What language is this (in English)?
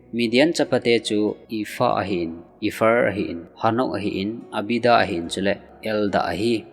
Thado Chin